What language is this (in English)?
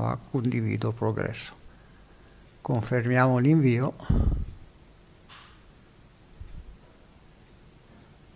Italian